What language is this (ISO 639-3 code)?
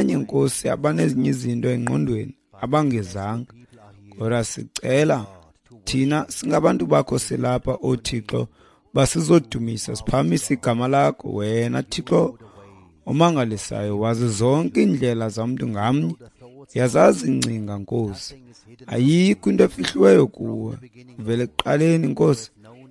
xho